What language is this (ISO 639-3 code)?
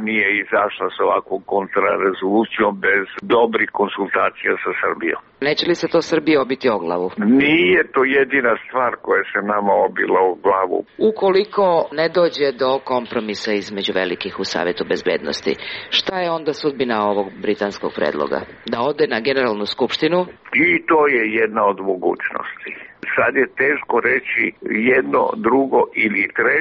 srp